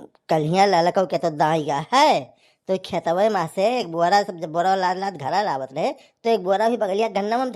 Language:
Awadhi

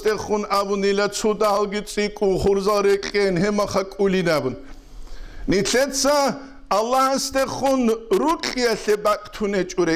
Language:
Avaric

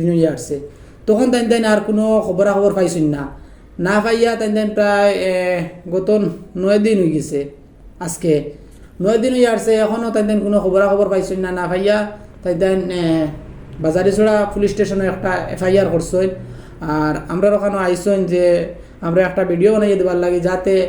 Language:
Sylheti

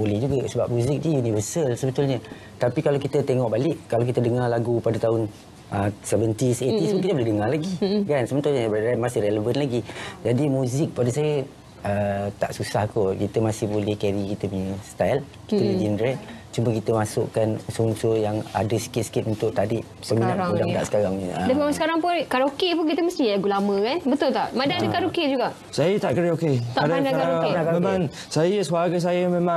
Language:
Malay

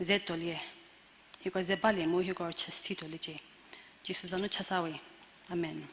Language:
Angami Naga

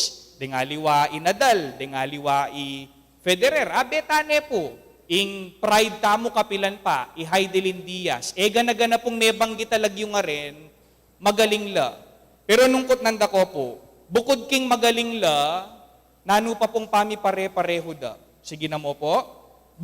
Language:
Pampanga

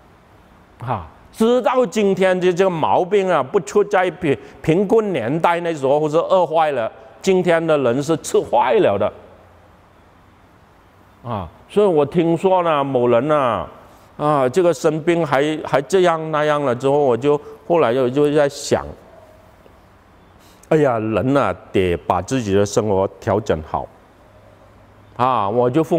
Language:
Chinese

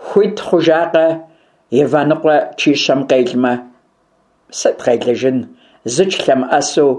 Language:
Kabardian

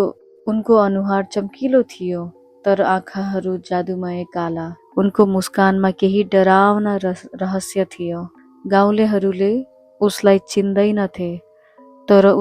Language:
Nepali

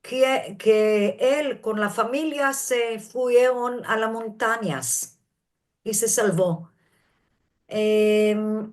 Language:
Ladino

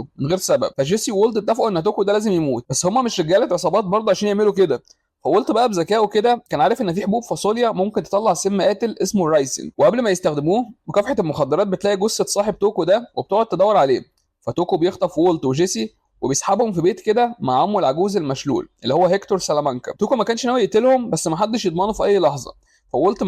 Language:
Egyptian Arabic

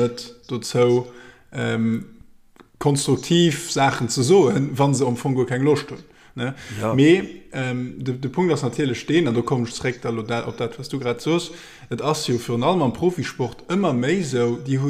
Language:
Luxembourgish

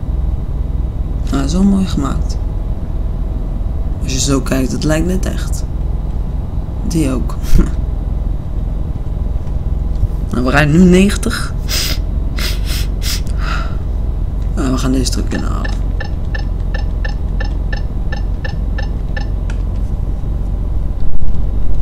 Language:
Dutch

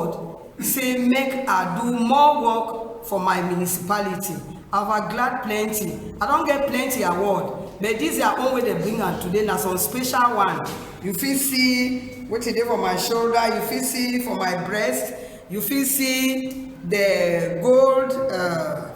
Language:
Cameroon Pidgin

